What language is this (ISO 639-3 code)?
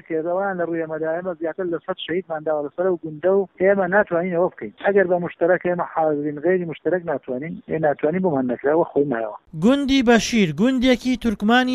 ckb